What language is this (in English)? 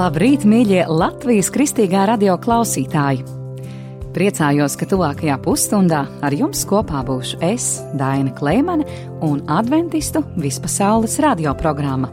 Latvian